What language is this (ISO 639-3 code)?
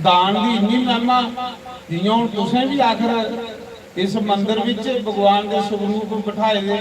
doi